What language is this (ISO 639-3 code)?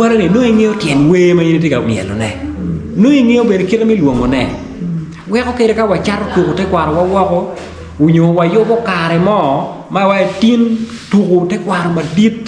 ach